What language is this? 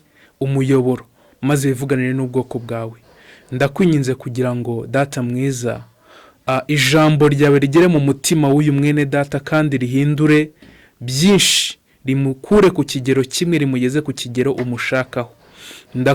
Kinyarwanda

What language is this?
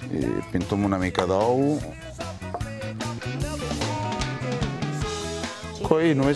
Catalan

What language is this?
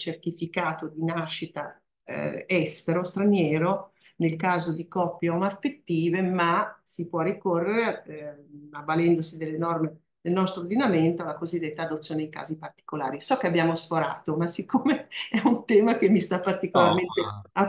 Italian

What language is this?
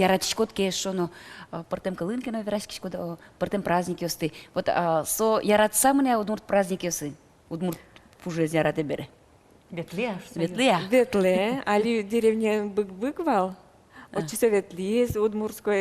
Udmurt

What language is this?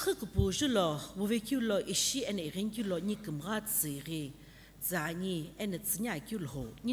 Sumi Naga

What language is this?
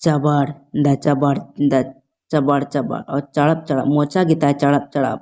Santali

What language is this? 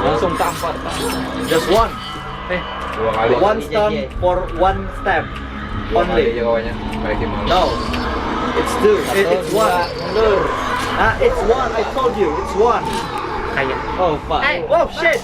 Banjar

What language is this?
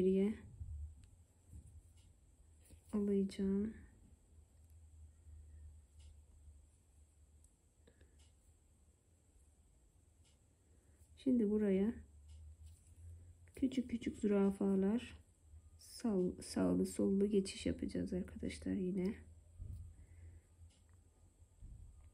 Turkish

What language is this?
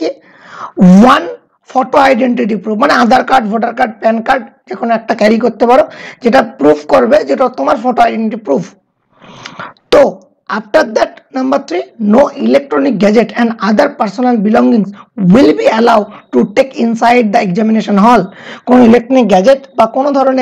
Bangla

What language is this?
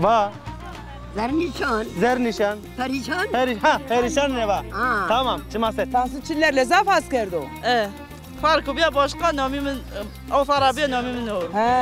Zaza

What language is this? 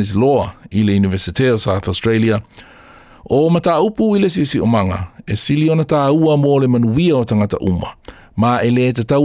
Samoan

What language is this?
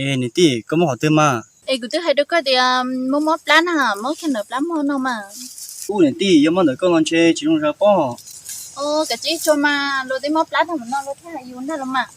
Hmong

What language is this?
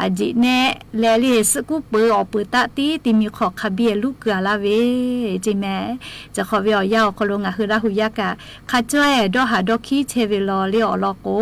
Lahu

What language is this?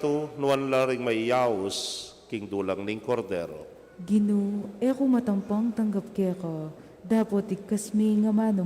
Pampanga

